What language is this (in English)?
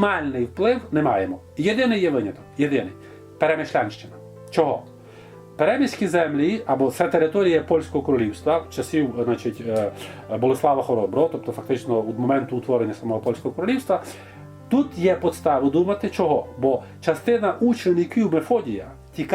Rusyn